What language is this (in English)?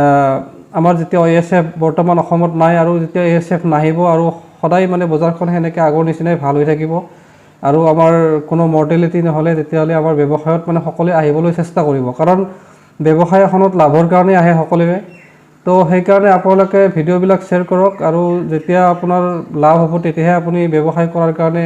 Assamese